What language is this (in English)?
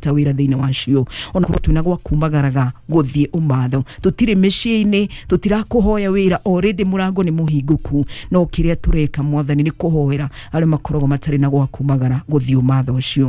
Kikuyu